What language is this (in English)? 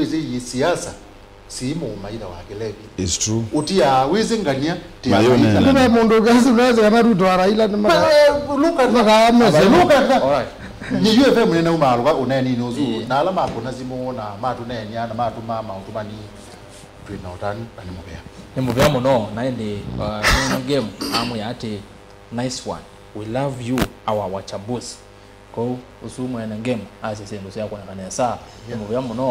Kamba